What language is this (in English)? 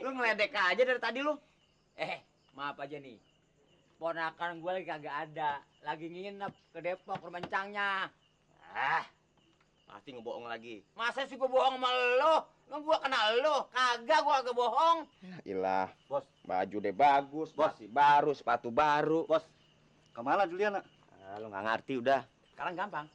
Betawi